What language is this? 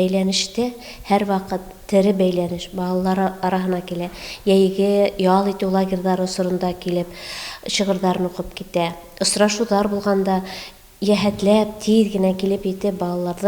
Bashkir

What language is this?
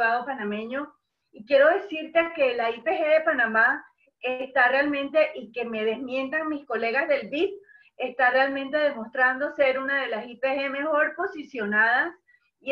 Spanish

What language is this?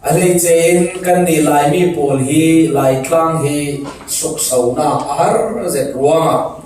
Falam Chin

